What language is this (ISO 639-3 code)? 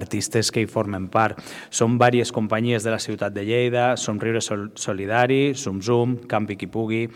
cat